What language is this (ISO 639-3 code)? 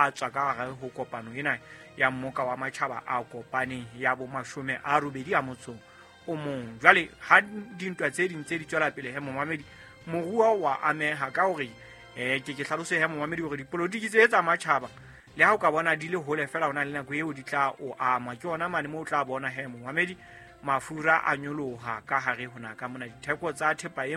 sot